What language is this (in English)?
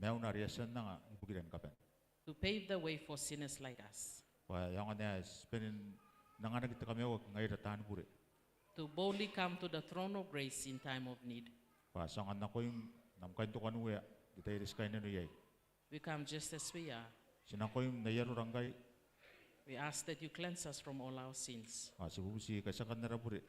Gilbertese